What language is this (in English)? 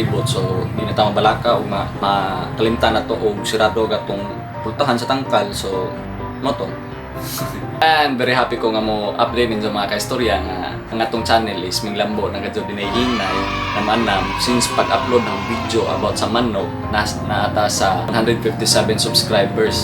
Cebuano